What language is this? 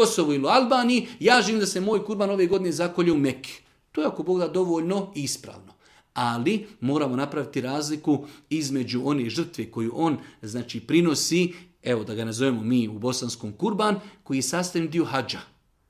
Bosnian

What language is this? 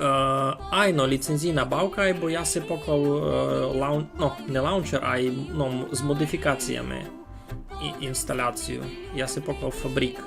Rusyn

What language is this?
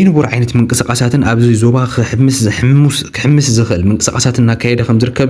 Tigrinya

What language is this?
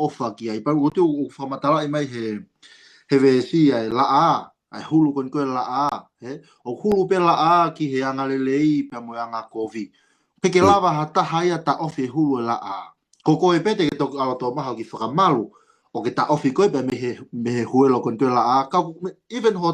Tongan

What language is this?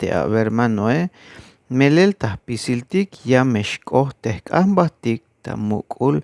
Tzeltal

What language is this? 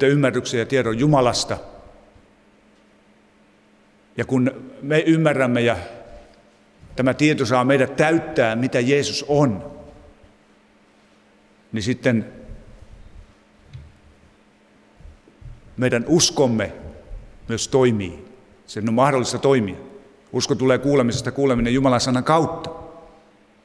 Finnish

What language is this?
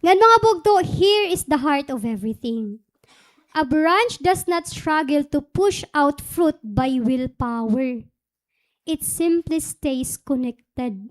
Waray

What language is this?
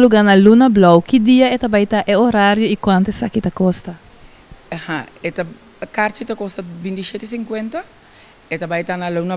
Papiamento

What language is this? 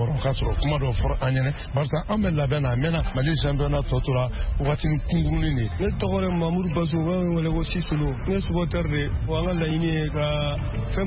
Bambara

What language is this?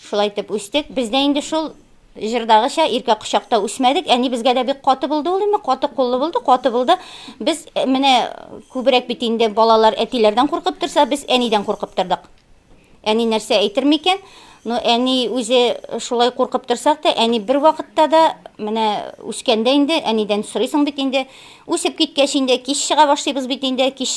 Tatar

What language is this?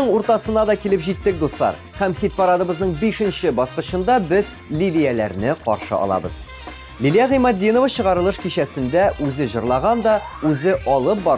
Tatar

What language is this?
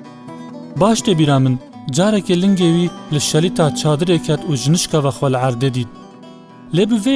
Kurdish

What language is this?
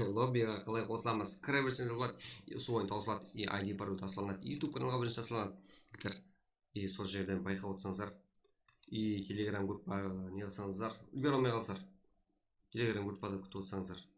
Kara-Kalpak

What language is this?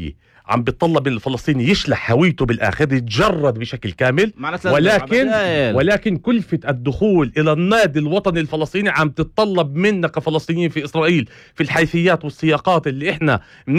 North Levantine Arabic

